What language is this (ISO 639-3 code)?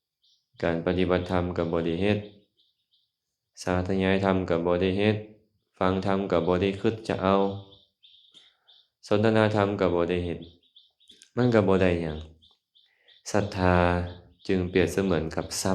lao